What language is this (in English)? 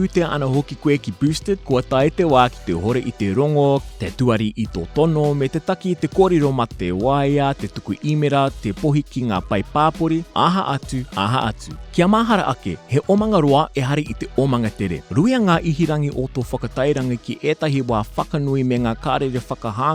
Māori